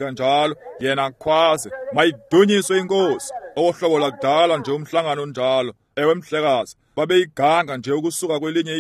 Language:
Xhosa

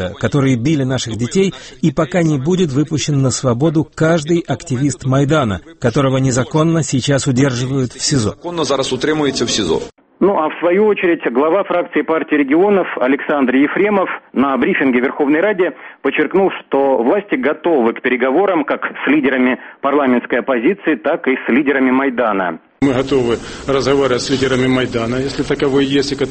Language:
Russian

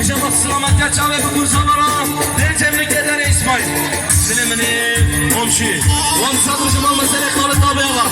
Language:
Kurdish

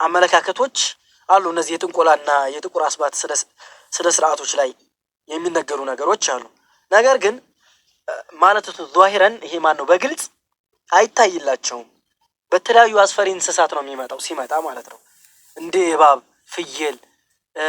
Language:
Amharic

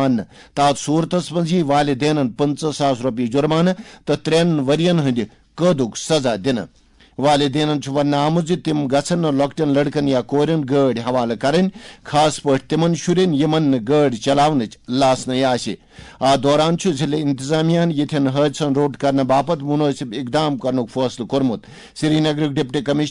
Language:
Kashmiri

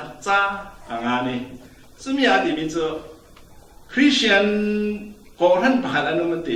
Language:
Falam Chin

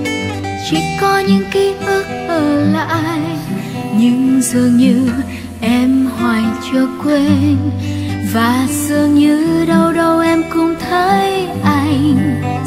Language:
Vietnamese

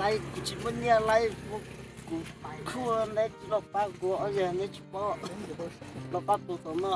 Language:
Hmong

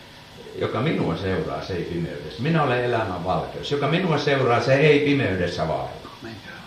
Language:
Finnish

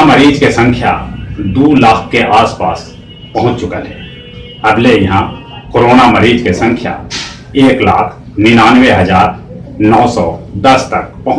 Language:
Magahi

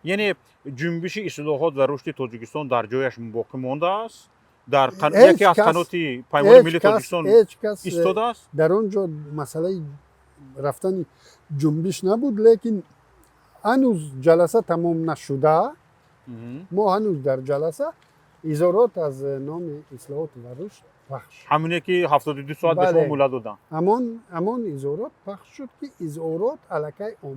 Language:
Tajik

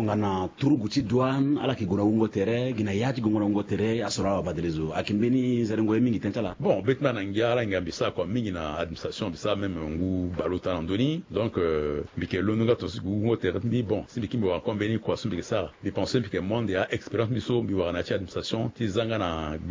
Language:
Sango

